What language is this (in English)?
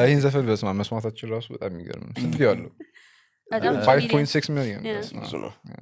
Amharic